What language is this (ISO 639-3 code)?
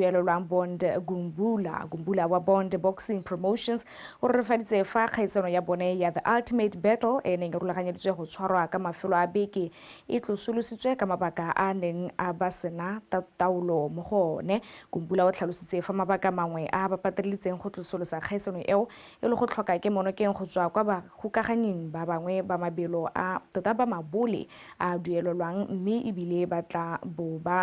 tsn